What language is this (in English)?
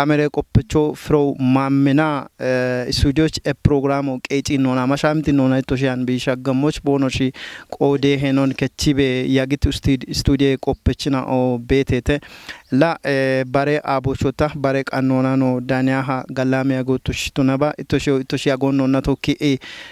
Kafa